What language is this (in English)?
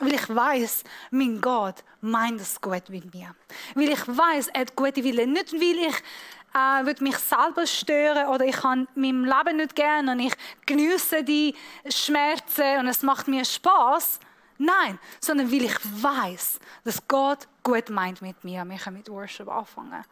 Swiss German